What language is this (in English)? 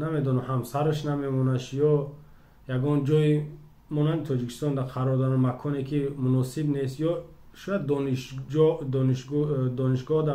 Tajik